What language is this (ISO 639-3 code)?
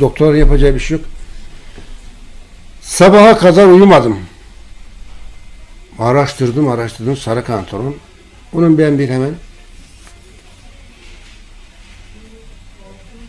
tur